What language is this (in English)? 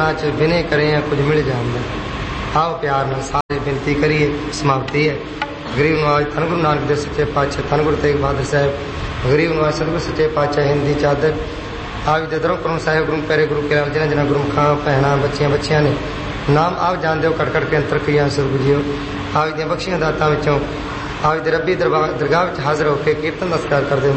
Punjabi